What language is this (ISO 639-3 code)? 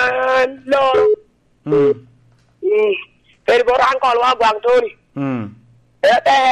laj